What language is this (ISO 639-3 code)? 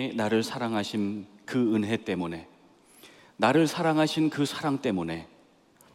kor